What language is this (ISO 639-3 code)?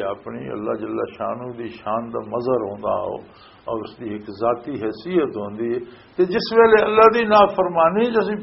lah